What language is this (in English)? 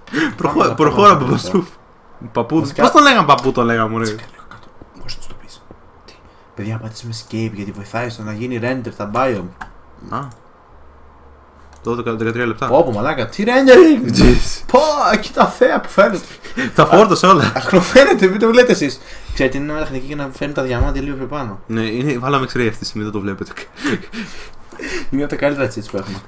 Greek